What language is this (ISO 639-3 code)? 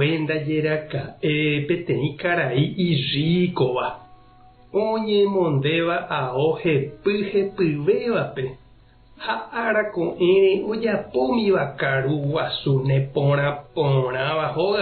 grn